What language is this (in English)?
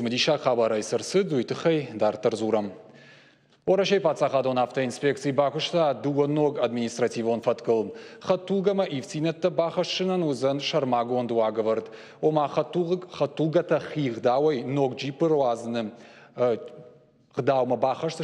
Ossetic